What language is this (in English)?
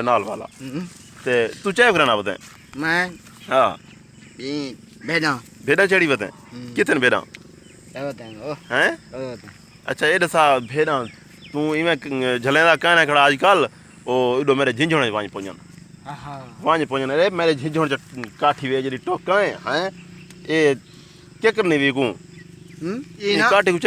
Saraiki